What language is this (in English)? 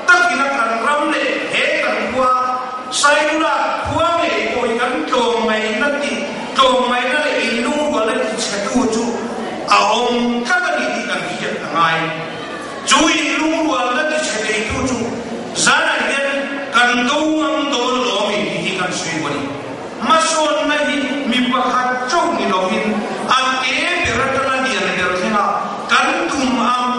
Mizo